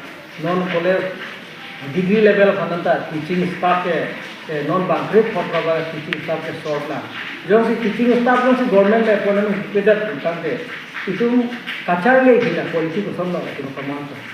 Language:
Karbi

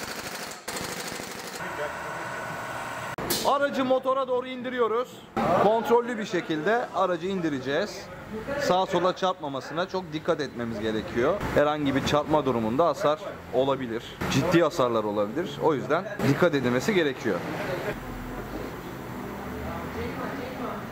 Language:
Turkish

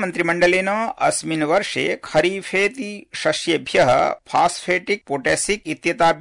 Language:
Sanskrit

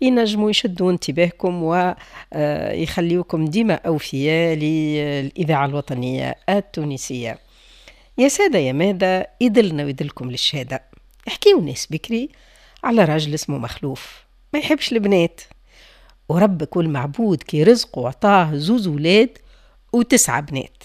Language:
Tunisian Arabic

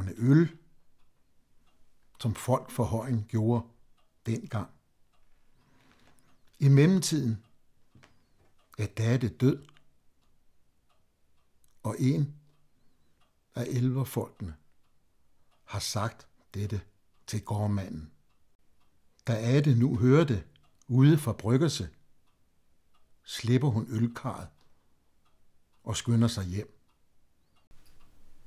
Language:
Danish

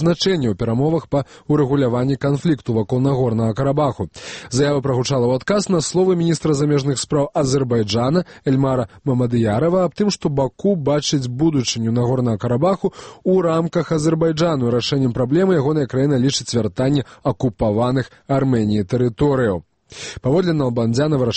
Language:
Belarusian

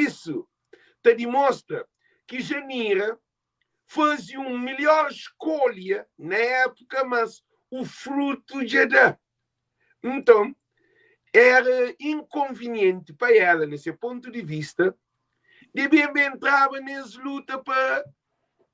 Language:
Kabuverdianu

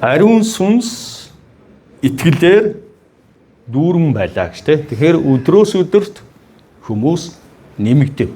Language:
Mongolian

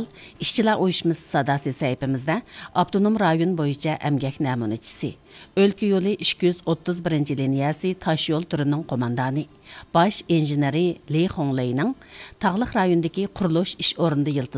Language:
Uyghur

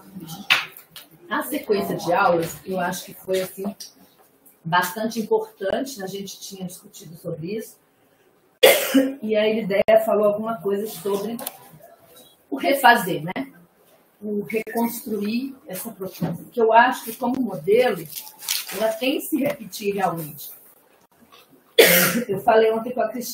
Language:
Portuguese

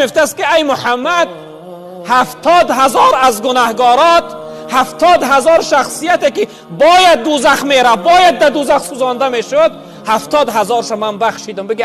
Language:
Tajik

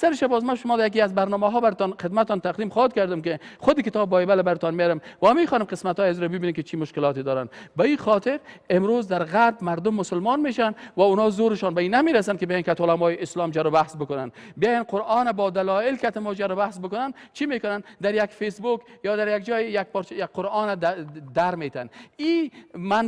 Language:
Persian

